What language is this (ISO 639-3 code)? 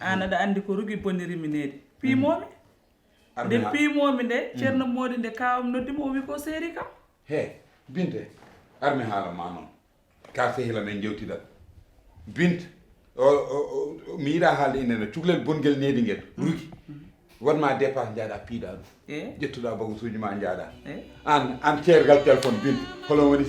ful